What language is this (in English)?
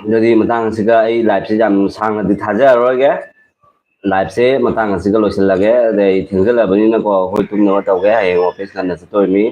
Manipuri